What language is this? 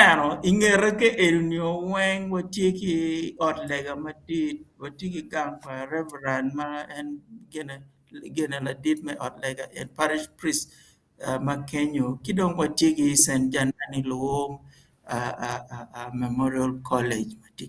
Acoli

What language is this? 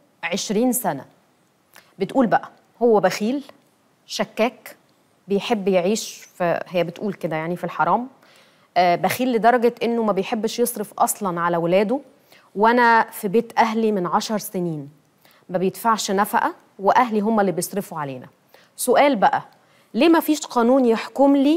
Egyptian Arabic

